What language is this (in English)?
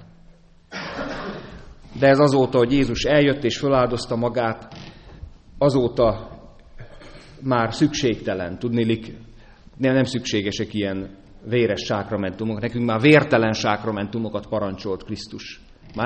Hungarian